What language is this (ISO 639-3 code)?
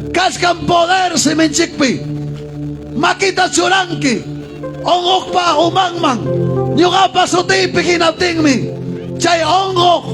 quy